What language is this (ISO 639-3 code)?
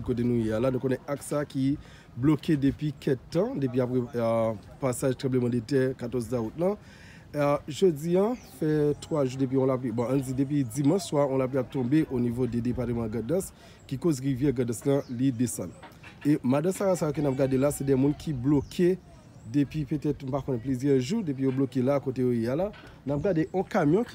hat